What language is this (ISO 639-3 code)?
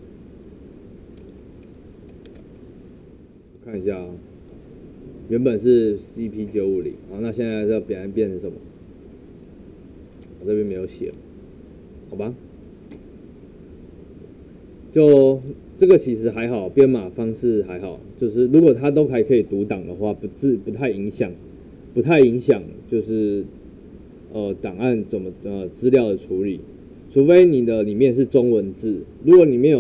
zho